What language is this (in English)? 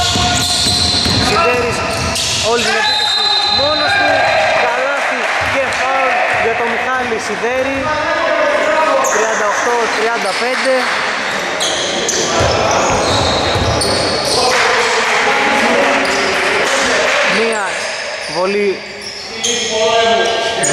Greek